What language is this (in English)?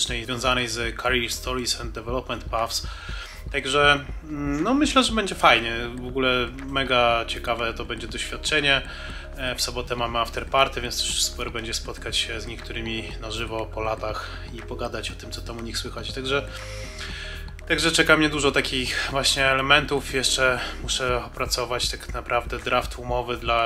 Polish